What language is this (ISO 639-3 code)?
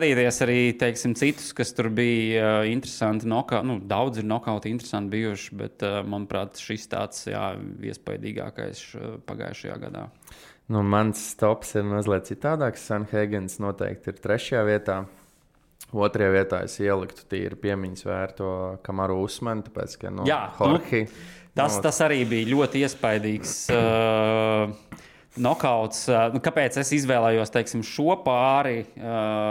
lav